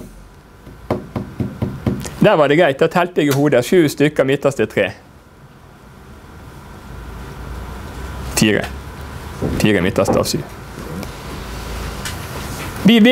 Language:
Norwegian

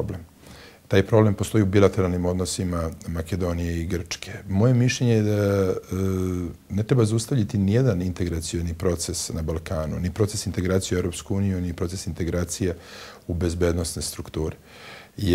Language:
Serbian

